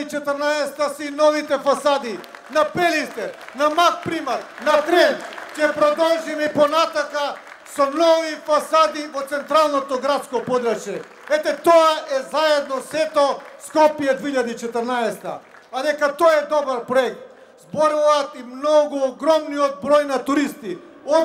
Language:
Macedonian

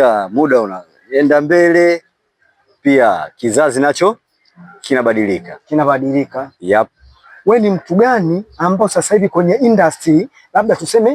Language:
Swahili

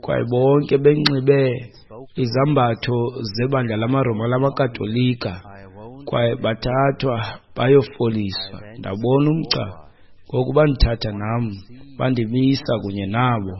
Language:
Xhosa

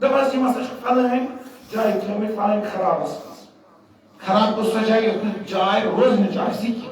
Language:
Kashmiri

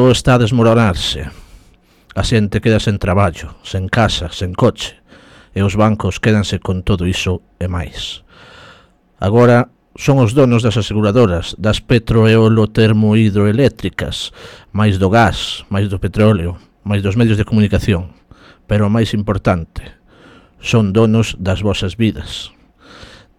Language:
Galician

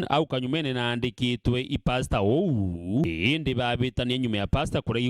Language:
Meru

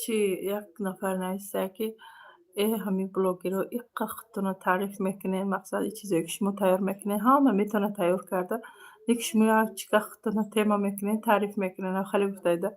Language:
Tajik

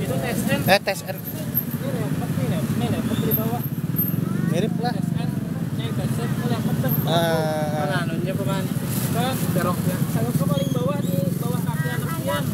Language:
Banjar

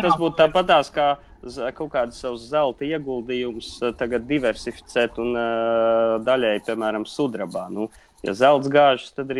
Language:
Latvian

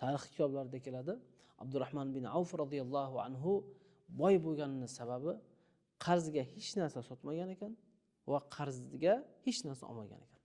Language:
Uzbek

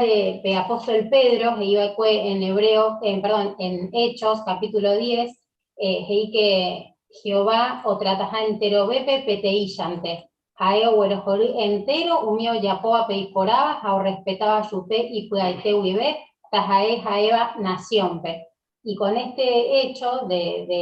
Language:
Guarani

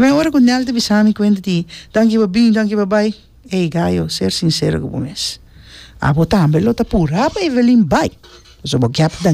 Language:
Papiamento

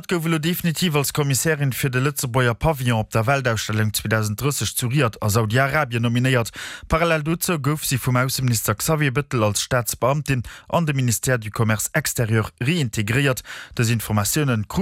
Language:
Luxembourgish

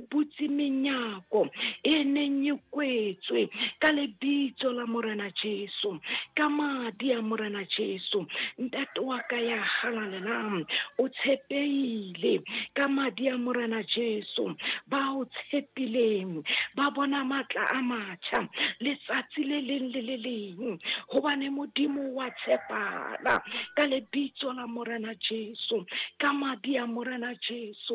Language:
Southern Sotho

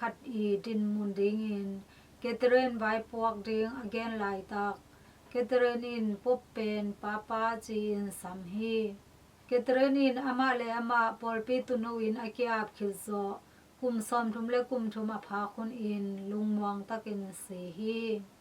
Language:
Tedim Chin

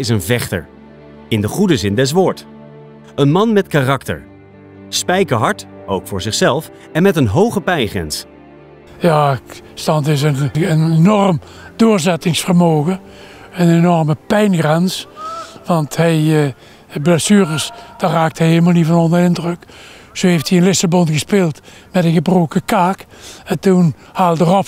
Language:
Dutch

